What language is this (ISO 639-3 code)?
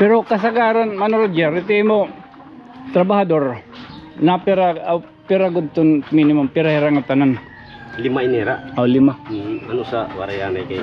war